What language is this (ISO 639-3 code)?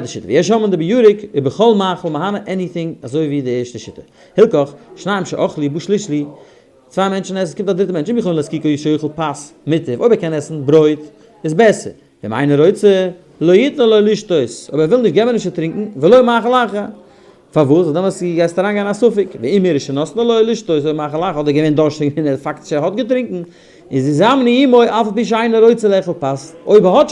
yid